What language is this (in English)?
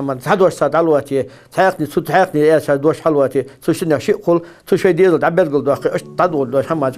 Ingush